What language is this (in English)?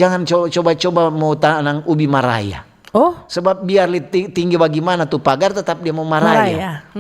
Manado Malay